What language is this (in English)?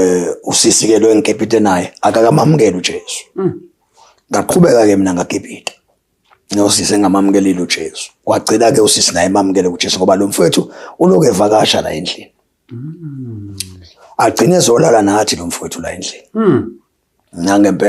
Zulu